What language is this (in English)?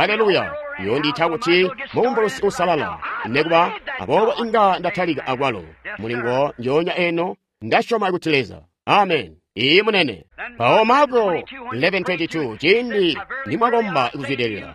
Tonga (Zambia)